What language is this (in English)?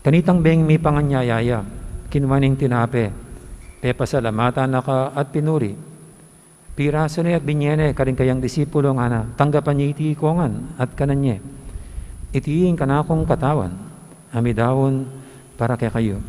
Pampanga